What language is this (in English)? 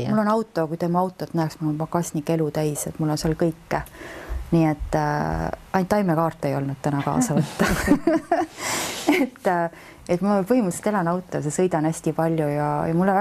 Estonian